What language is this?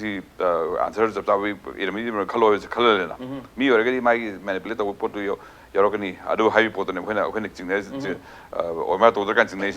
Manipuri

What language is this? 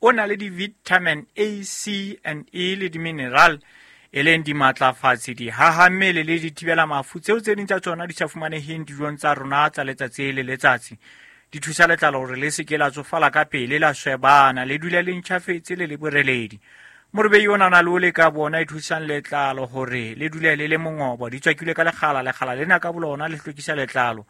Southern Sotho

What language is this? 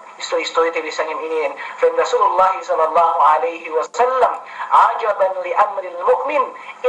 Yakan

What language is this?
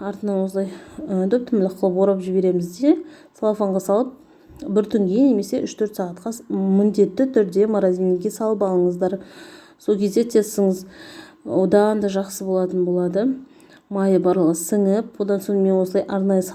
Kazakh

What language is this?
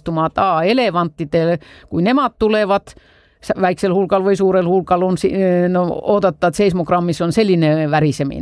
Estonian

